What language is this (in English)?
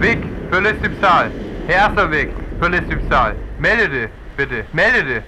Northern Frisian